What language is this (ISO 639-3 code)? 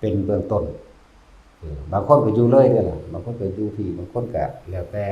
lao